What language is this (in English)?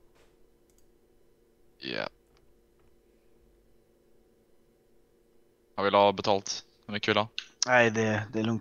Swedish